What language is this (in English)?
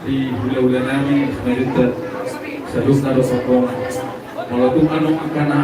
Batak Toba